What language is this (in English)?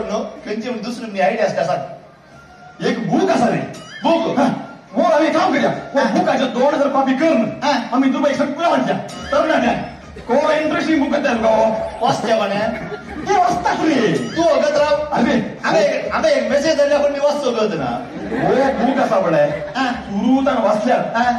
Konkani